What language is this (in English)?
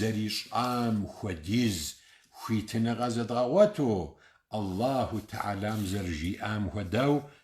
Kabardian